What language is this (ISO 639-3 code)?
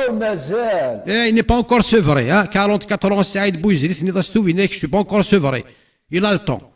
kab